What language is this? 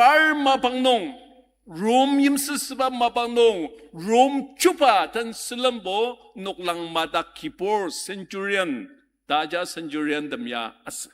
Ao Naga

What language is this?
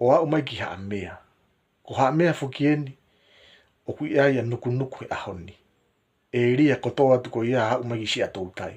Tongan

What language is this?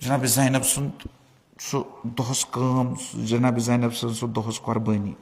Kashmiri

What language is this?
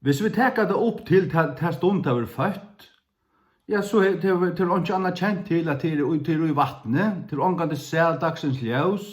Faroese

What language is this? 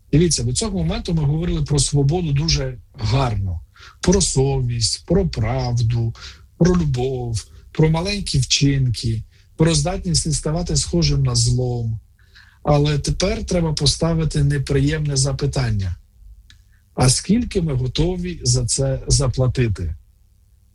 Ukrainian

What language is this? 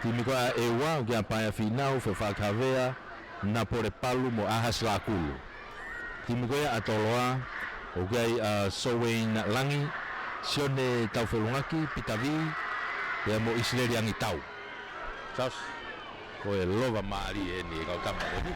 Tongan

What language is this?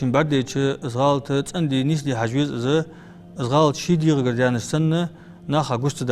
Ingush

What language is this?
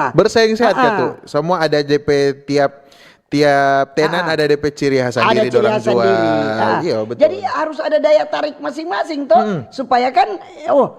Manado Malay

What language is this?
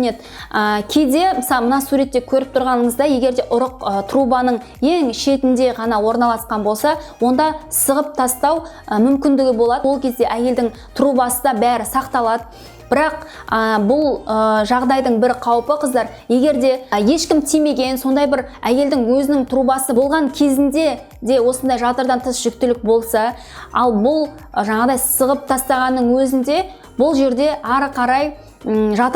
Kazakh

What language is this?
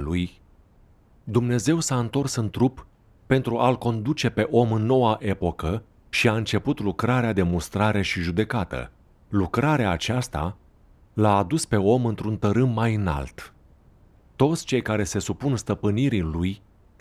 Romanian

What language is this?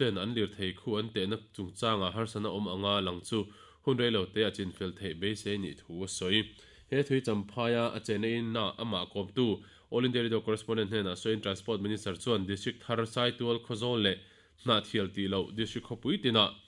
Mizo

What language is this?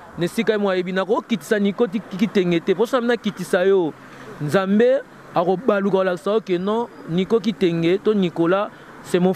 Lingala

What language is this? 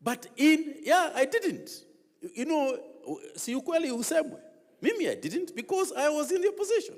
Gusii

